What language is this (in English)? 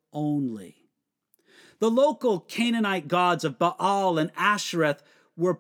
English